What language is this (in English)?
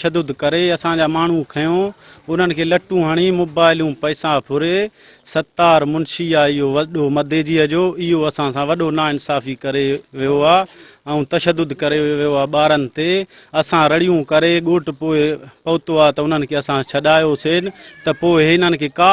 Sindhi